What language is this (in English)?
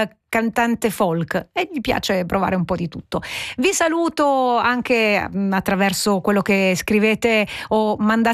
Italian